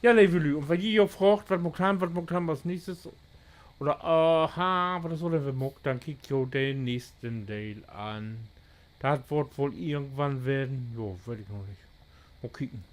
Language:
Low German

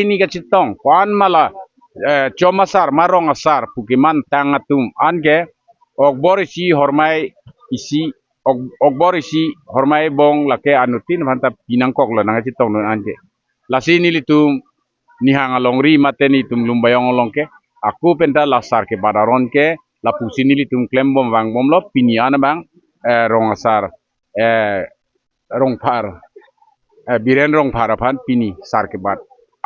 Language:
Karbi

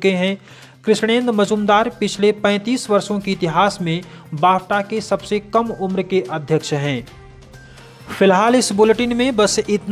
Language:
Hindi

